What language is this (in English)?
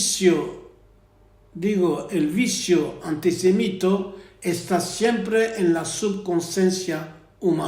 Ladino